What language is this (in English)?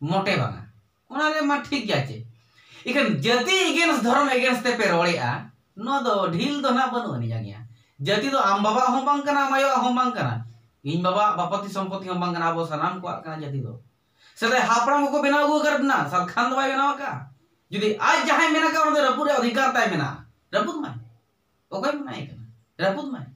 Santali